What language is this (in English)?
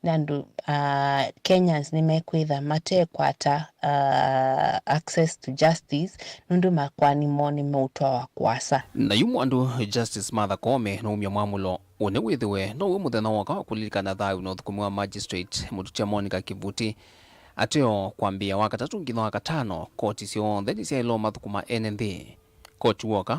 Kamba